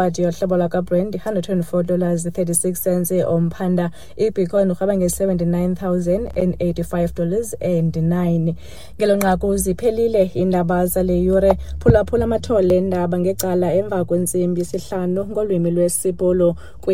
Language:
Xhosa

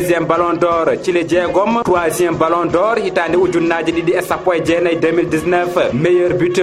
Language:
Fula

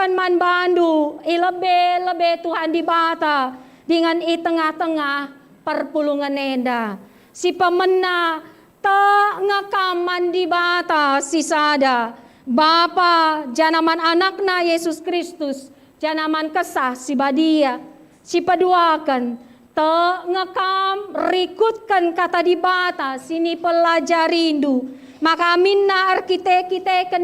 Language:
Batak Karo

